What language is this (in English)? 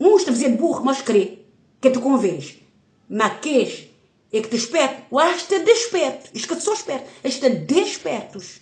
Kabuverdianu